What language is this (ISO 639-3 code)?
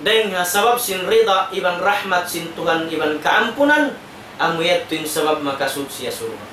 tsg